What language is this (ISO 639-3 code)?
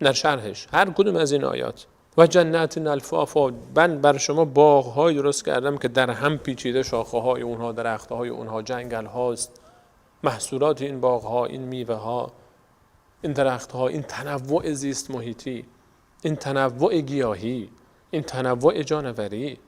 fas